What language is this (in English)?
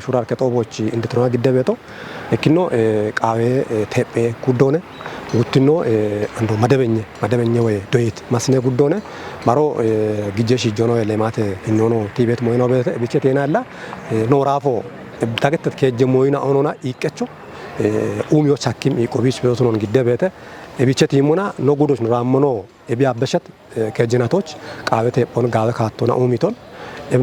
Kafa